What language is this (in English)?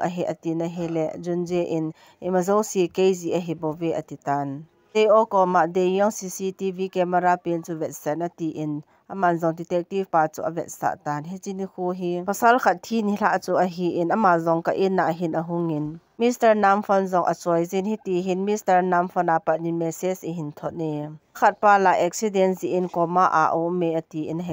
Thado Chin